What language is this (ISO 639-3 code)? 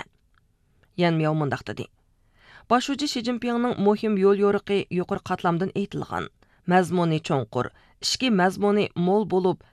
uig